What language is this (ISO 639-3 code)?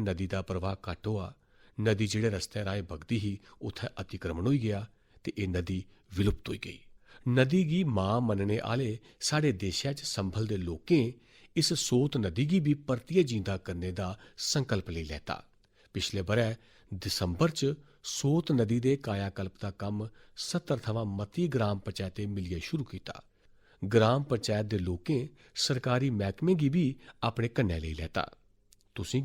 doi